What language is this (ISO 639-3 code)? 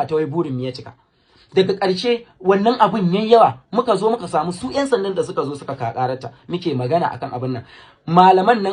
hau